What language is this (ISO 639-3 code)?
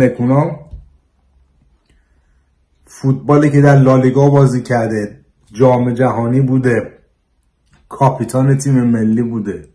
fas